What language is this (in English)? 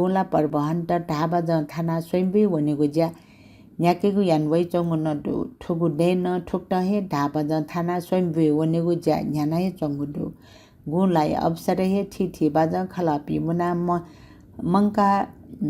Newari